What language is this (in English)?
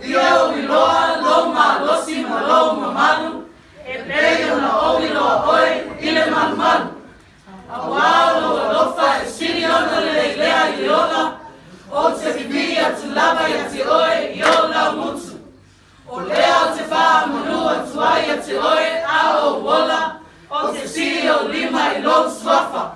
Samoan